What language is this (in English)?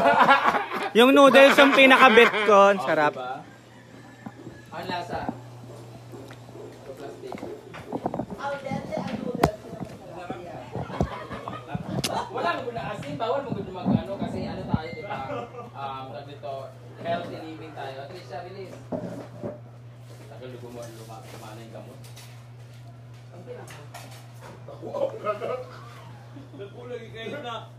Filipino